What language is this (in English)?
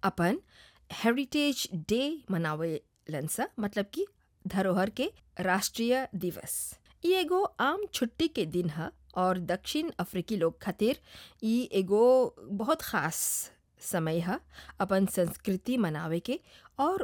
Bhojpuri